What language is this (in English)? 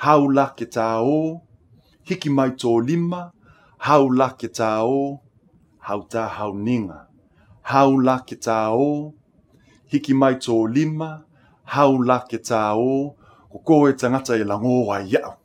Latvian